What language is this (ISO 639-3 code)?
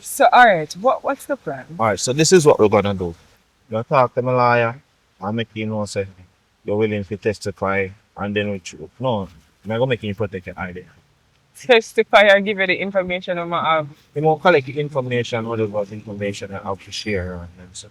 jam